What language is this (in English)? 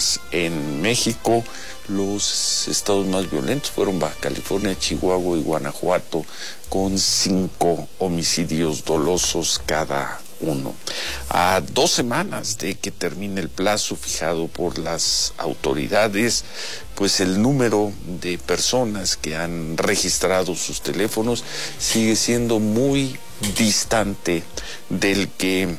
Spanish